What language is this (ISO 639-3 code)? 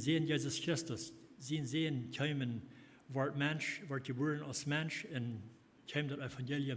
pdt